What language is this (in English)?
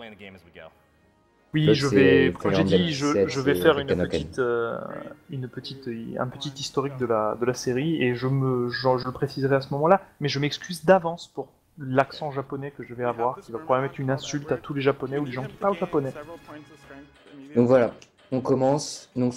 French